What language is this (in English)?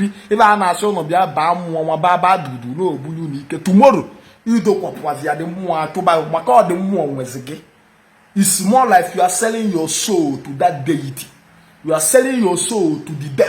Igbo